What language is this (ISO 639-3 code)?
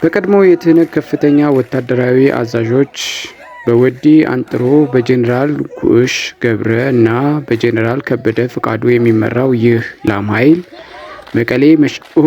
amh